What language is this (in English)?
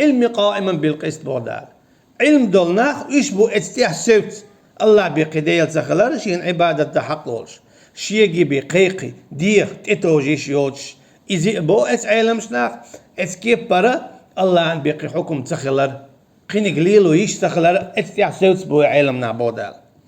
Chechen